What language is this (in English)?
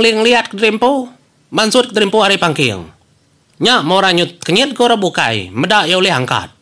Iban